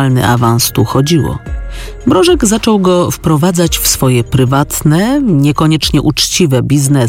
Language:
Polish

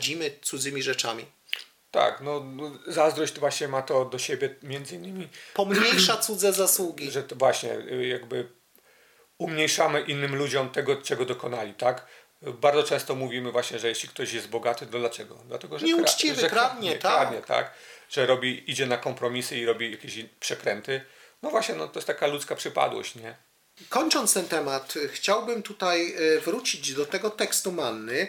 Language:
Polish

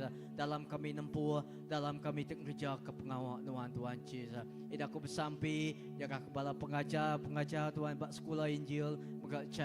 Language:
Iban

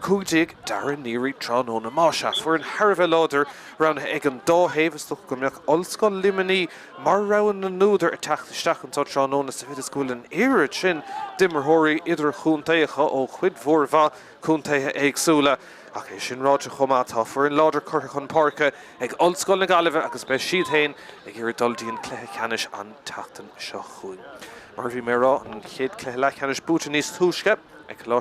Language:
Irish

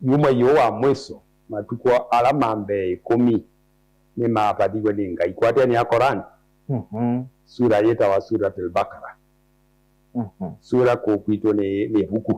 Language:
Kamba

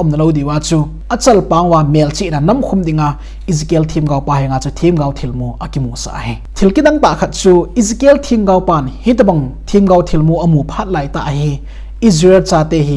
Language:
Thado Chin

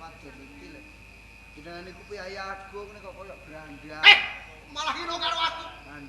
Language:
Javanese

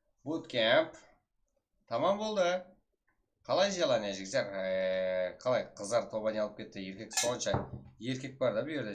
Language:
Kara-Kalpak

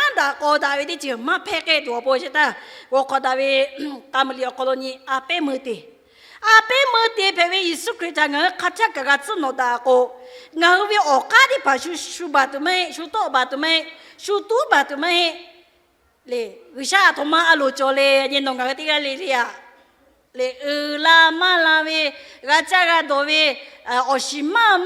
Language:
Lahu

